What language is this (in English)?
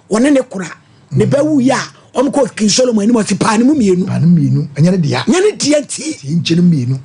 Akan